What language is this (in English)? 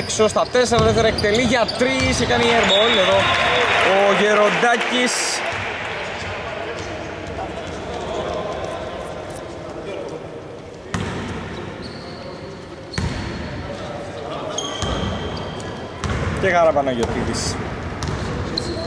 Greek